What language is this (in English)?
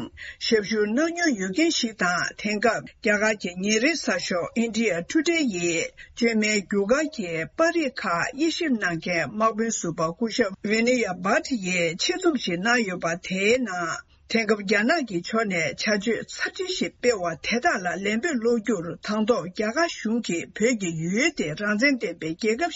Tibetan